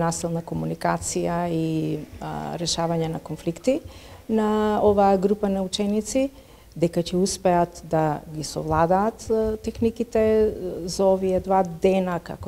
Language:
Macedonian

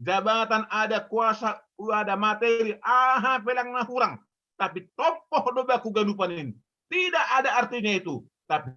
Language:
Batak Simalungun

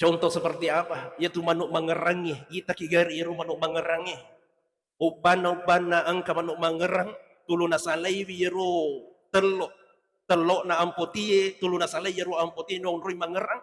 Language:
Buginese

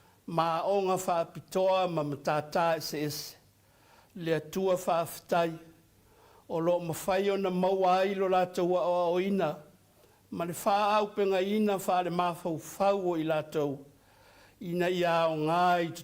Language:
Samoan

